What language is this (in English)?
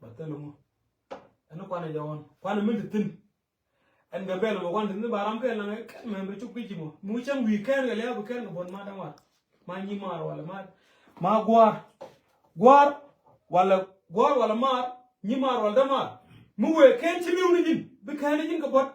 Nuer